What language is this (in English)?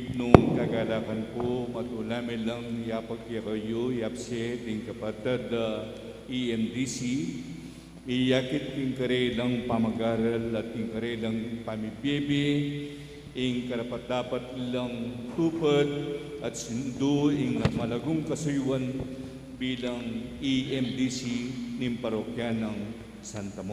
Pampanga